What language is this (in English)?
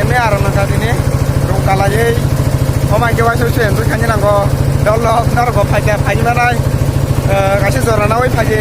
Kok Borok